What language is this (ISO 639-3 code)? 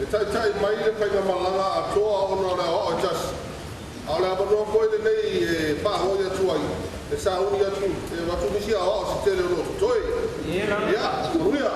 smo